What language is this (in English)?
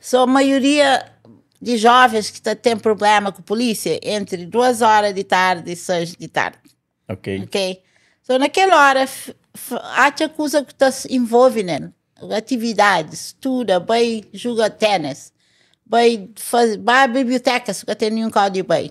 Kabuverdianu